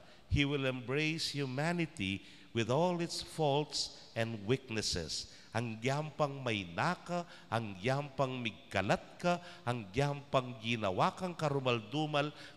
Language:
Pampanga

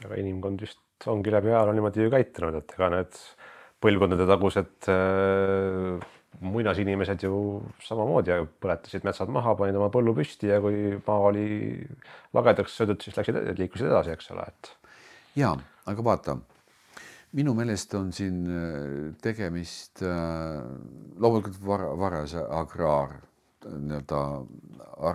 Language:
Estonian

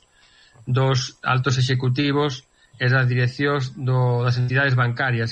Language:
Galician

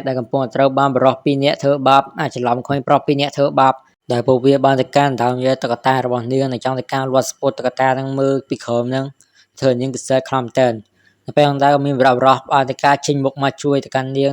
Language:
Khmer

